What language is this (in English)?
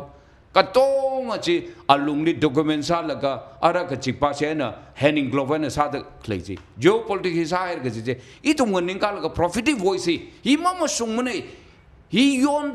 Tangkhul Naga (India)